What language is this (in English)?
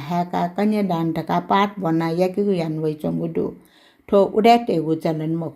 Newari